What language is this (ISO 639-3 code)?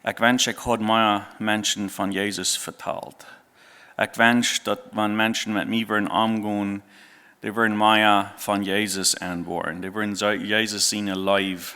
pdt